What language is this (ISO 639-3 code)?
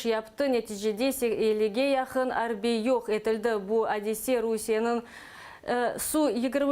crh